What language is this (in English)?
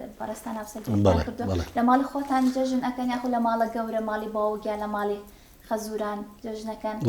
Central Kurdish